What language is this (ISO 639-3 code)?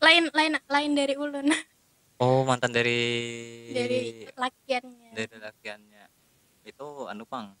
bjn